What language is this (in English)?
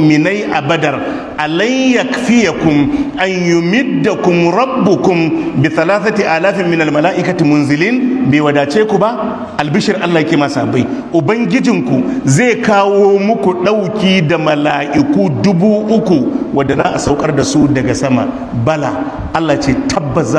Hausa